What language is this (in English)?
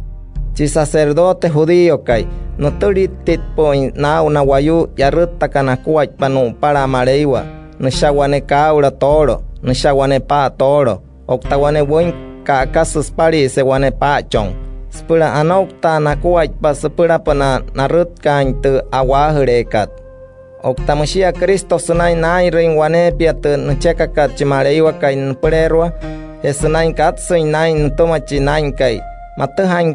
Wayuu